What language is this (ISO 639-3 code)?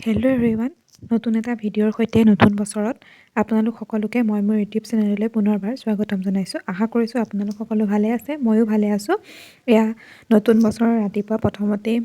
asm